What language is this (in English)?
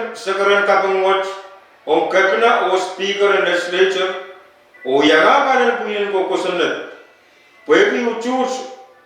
Pohnpeian